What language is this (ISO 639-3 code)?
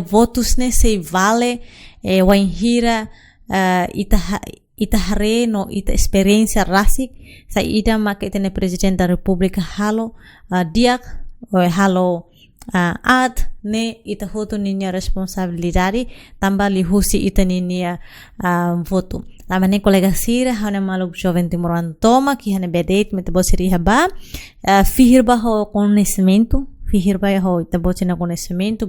tet